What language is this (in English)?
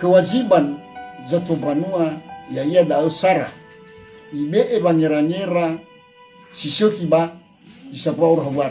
Nias